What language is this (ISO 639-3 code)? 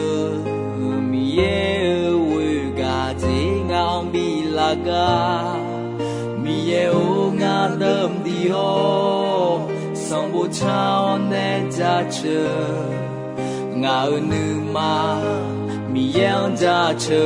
ahk